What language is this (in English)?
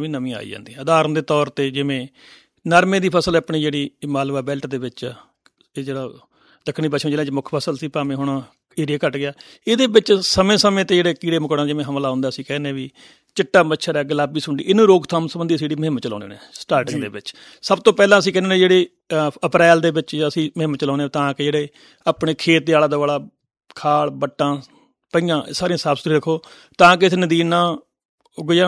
Punjabi